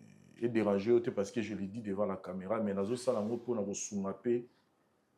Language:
Lingala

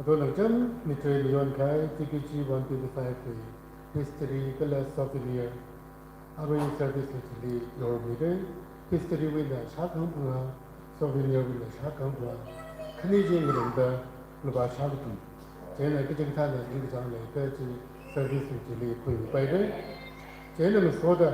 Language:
Tangkhul Naga (India)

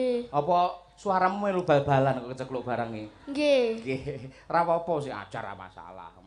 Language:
Javanese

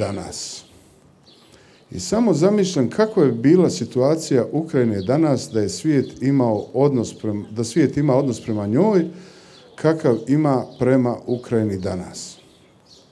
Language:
Bosnian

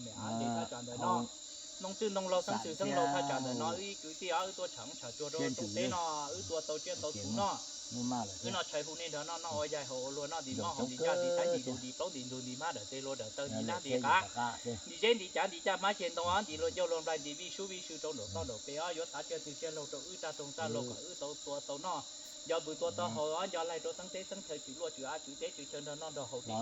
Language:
Hmong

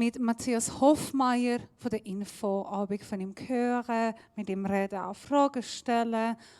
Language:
Swiss German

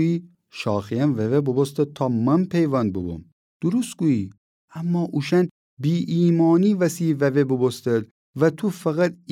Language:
Gilaki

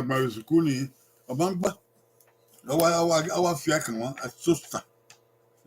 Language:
Bini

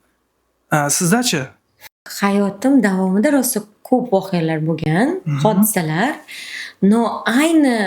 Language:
Uzbek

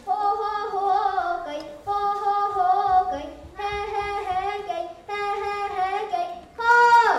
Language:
Yakut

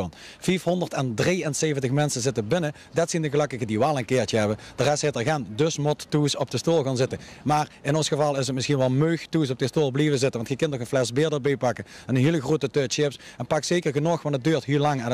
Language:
Limburgish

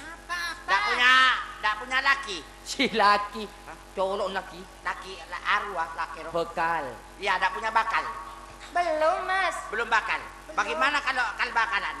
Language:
Madurese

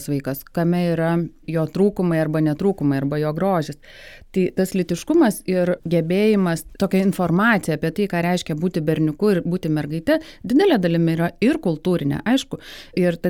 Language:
Lithuanian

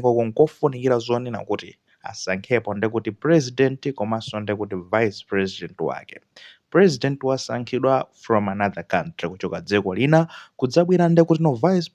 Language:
Nyanja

